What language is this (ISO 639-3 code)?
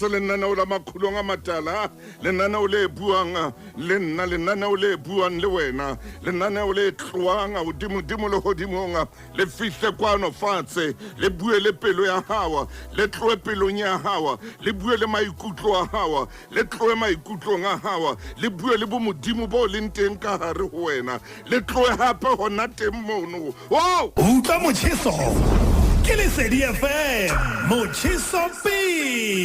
sot